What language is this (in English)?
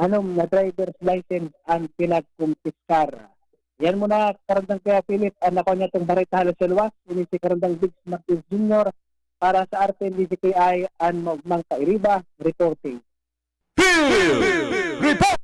Bikol